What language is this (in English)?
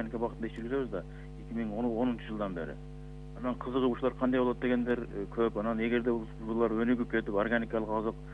Kyrgyz